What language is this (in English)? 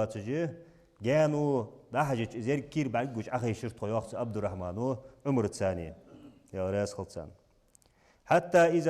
Ingush